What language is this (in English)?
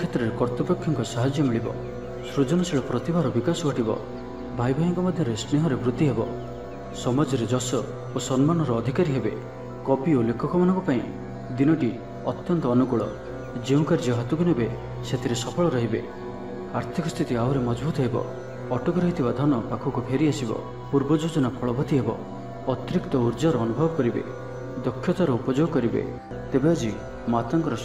Odia